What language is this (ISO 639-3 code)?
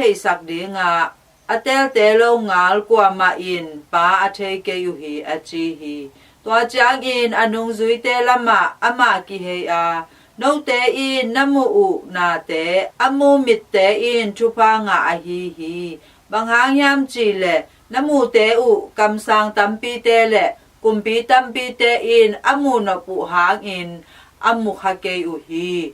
ctd